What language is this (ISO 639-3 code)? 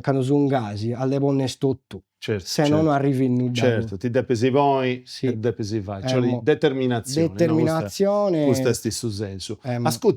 srd